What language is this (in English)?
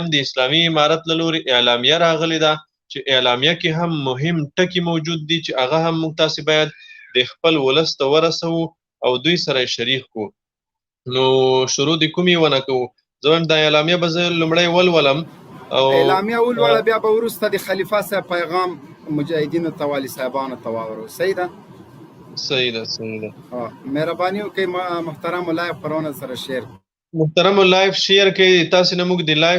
Pashto